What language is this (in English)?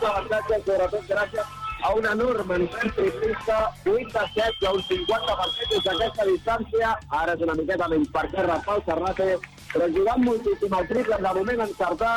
Catalan